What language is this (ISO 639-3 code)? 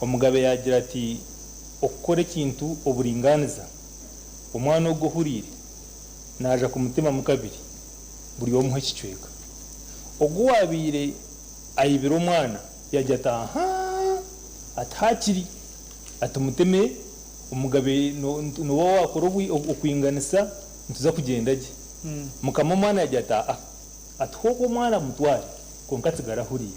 nyn